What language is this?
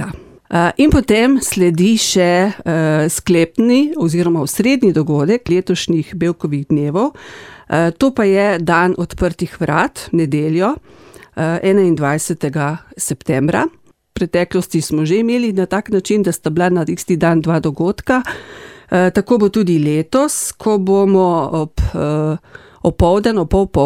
Slovenian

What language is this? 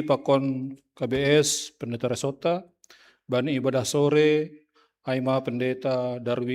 Batak Simalungun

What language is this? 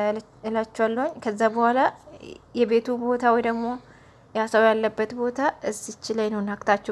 Amharic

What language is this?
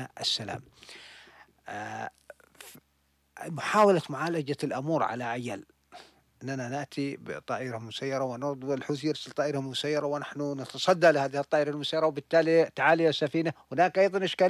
Arabic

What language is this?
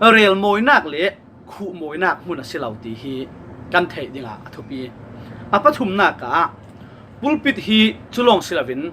Falam Chin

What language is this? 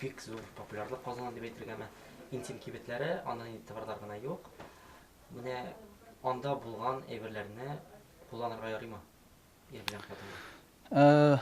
Tatar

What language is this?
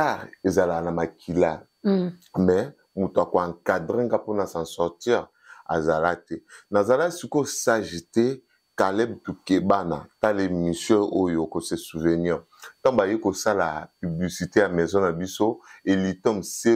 Lingala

